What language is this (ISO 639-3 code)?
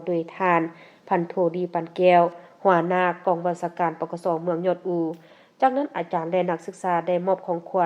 lao